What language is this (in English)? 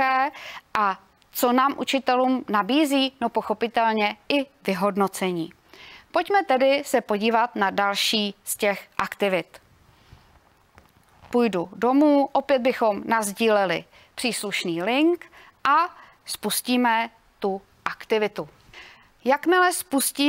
Czech